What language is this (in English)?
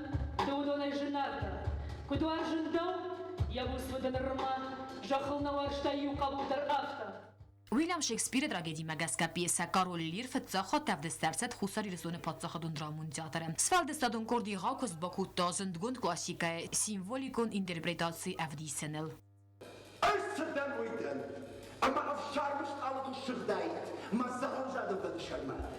Ossetic